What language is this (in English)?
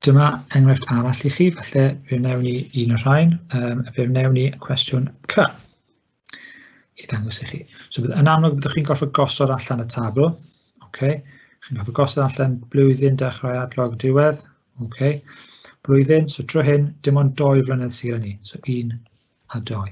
Welsh